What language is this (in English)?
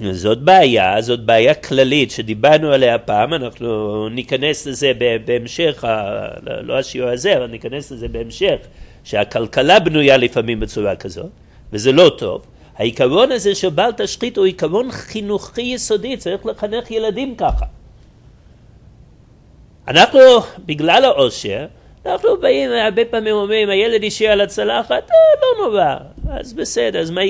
Hebrew